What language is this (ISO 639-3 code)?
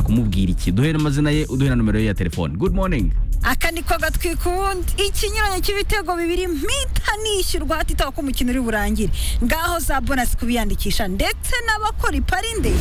kin